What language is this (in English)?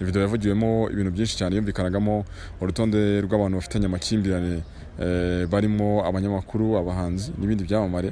Kinyarwanda